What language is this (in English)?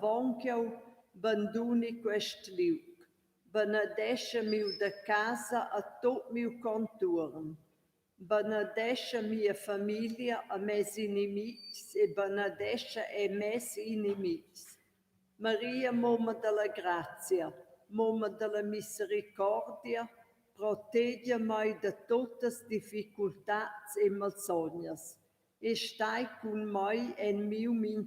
Romansh